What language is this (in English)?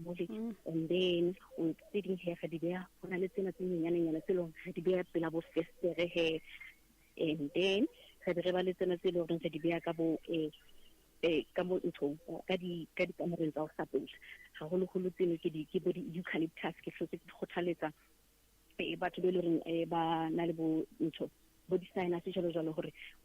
Southern Sotho